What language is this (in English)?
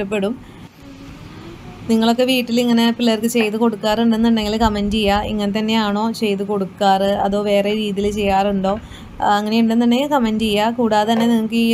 Malayalam